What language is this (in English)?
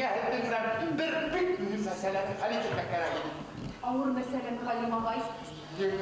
Bashkir